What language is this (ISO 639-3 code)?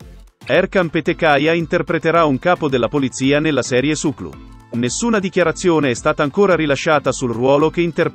ita